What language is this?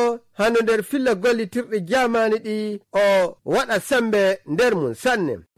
Nigerian Fulfulde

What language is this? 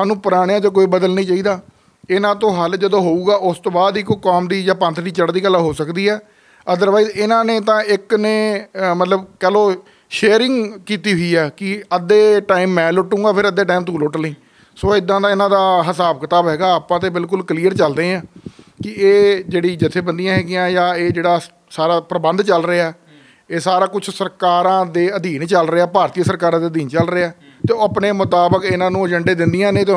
Punjabi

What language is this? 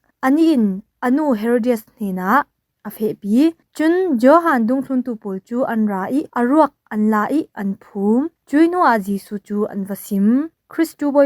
Falam Chin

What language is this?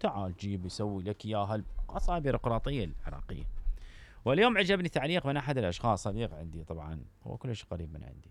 Mesopotamian Arabic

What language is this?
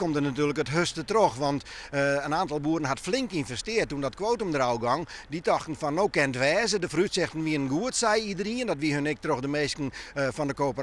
Western Frisian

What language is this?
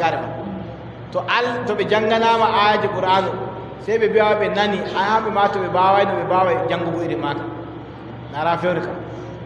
Adamawa Fulfulde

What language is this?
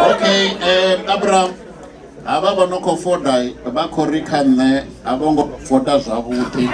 Venda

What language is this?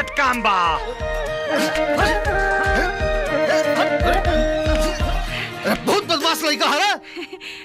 Bhojpuri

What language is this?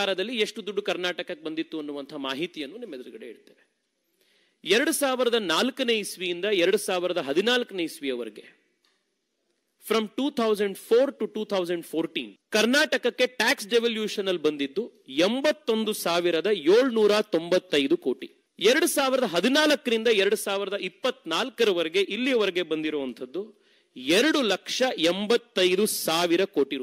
Kannada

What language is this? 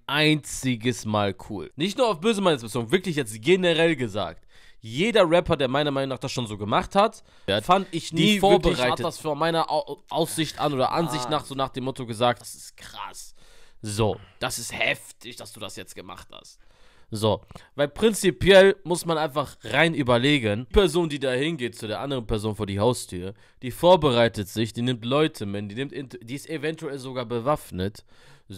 German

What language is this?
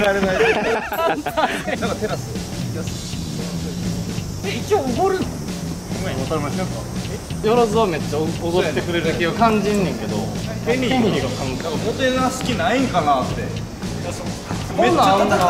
Japanese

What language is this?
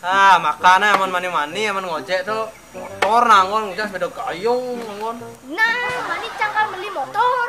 Balinese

